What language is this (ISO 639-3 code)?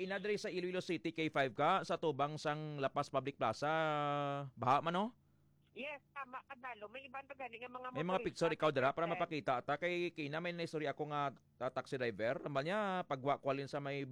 hil